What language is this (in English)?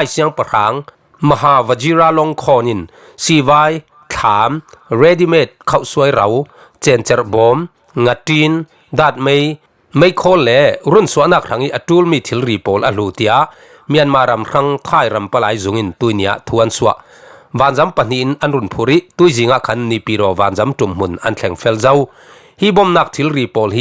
Falam Chin